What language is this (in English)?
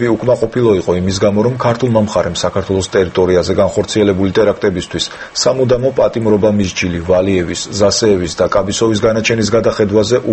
Georgian